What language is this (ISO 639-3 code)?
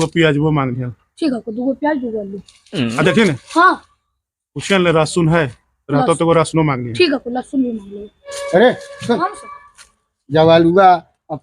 mag